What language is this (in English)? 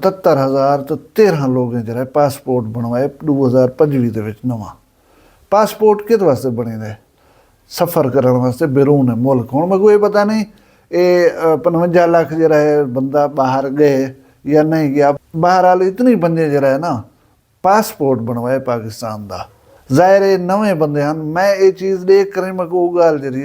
Saraiki